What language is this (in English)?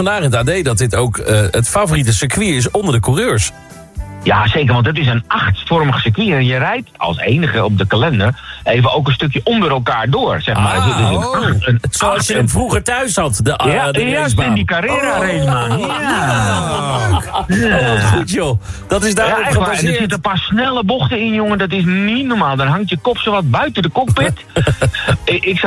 Dutch